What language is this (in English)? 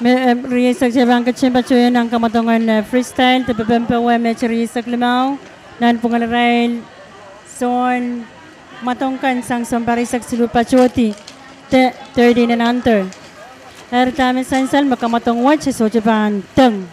Pohnpeian